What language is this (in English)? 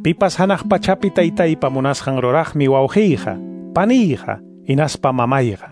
Quechua